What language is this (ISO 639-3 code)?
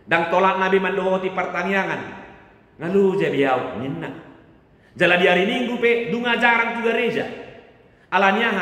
bbc